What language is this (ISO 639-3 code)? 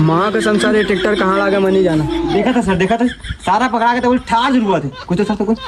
hne